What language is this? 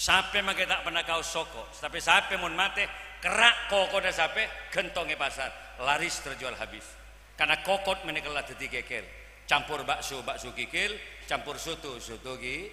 Madurese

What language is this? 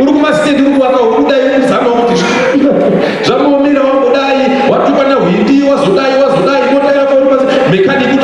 Shona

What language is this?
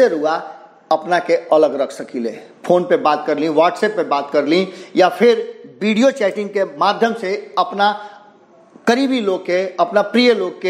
Bhojpuri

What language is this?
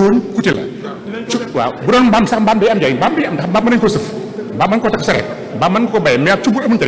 Wolof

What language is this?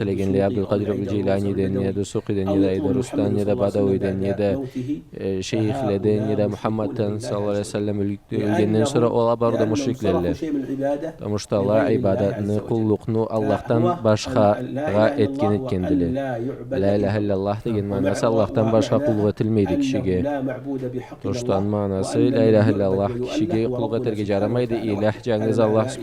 Karachay-Balkar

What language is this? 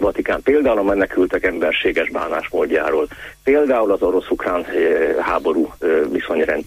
Hungarian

